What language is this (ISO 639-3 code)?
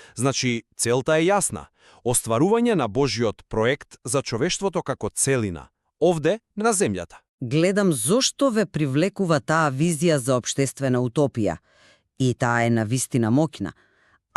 mkd